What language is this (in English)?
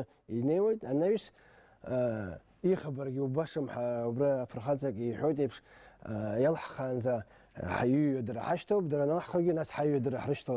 Abkhazian